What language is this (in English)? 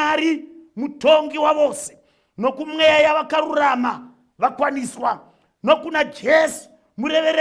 Shona